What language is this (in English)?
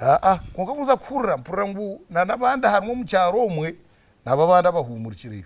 Nyankole